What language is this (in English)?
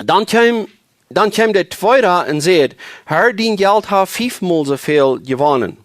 Plautdietsch